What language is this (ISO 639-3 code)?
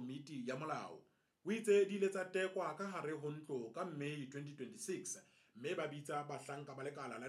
sot